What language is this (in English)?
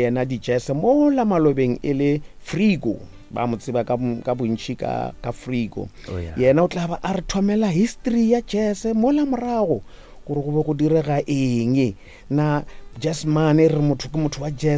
Northern Sotho